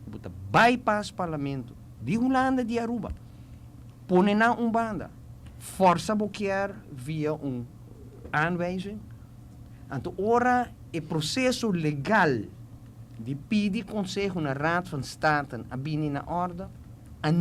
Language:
Papiamento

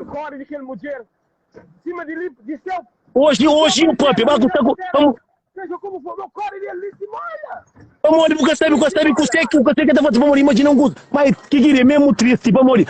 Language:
Kabuverdianu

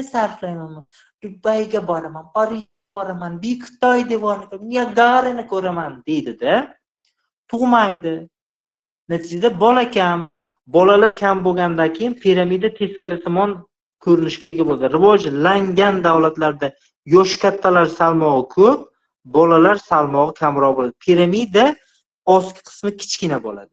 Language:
Uzbek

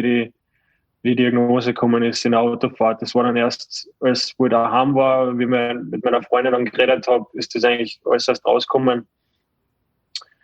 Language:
German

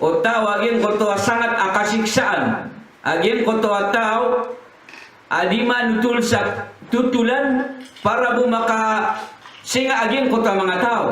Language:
Maranao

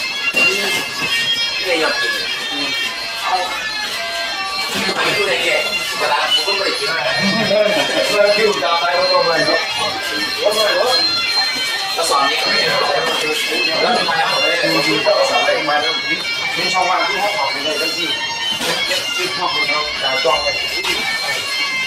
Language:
Thai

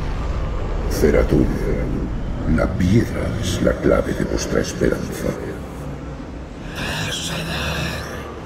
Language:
Spanish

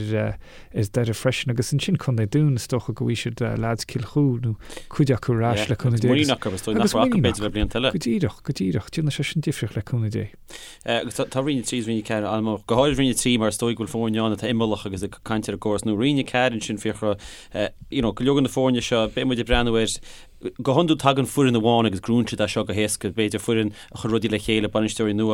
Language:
Irish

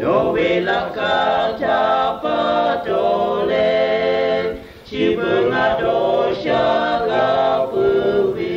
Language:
Lahu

